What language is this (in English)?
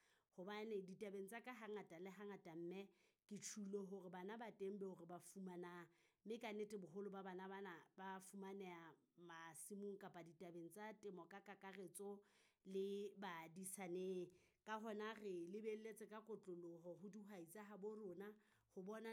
Southern Sotho